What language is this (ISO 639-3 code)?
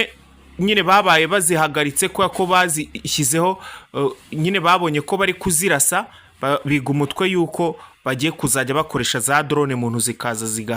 kin